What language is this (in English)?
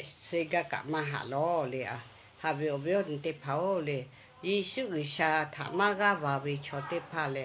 Lahu